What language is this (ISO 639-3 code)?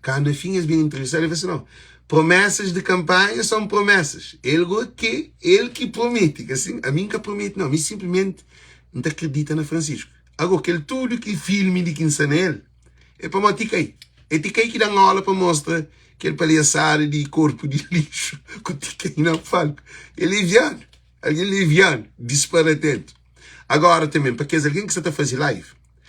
kea